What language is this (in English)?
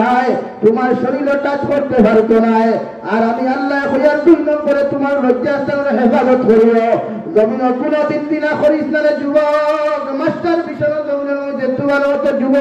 Sylheti